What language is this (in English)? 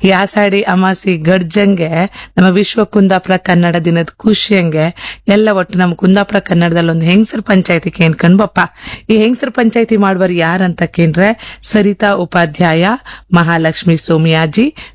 Kannada